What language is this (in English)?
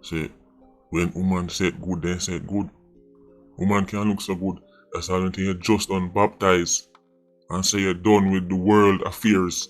Jamaican Creole English